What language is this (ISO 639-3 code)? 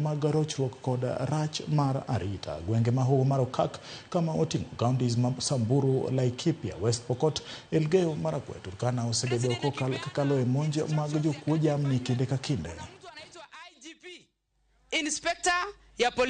luo